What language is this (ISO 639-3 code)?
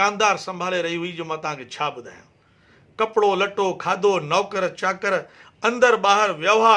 snd